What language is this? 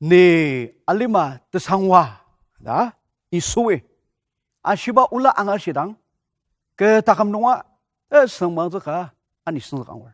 Ao Naga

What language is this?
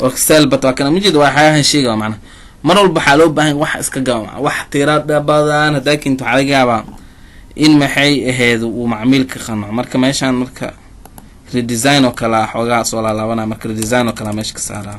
Somali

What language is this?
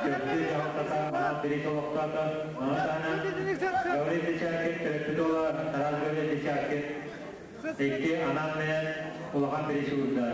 Yakut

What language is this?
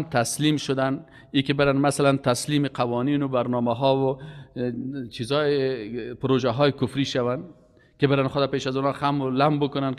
Persian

